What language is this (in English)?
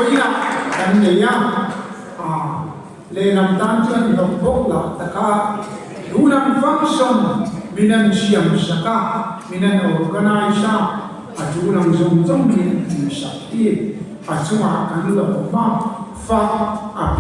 Mizo